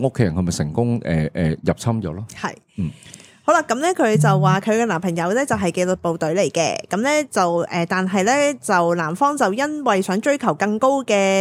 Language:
Cantonese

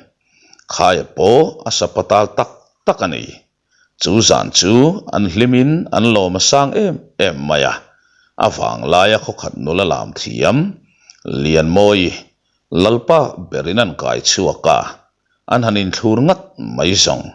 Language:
Mizo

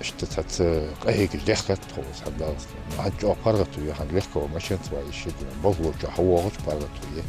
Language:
Ingush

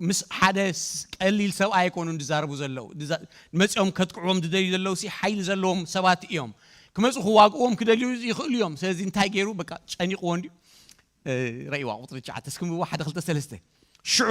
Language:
Tigrinya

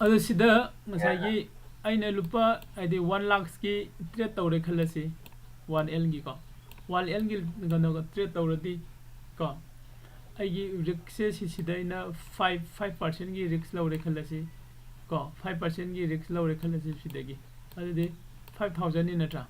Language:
Manipuri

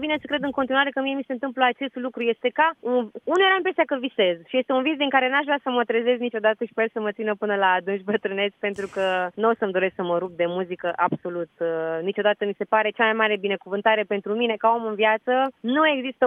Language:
Romanian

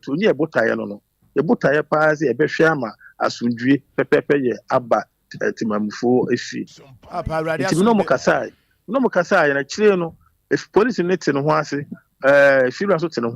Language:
Akan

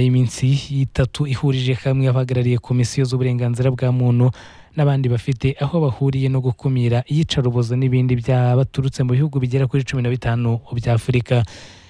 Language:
Kinyarwanda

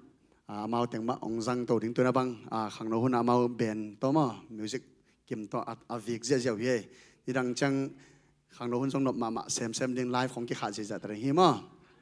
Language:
Tedim Chin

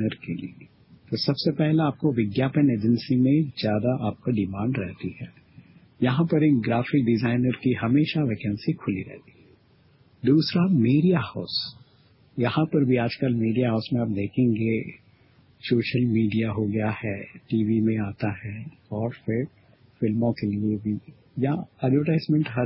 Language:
Hindi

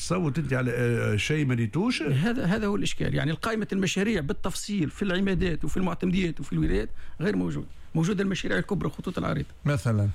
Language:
Tunisian Arabic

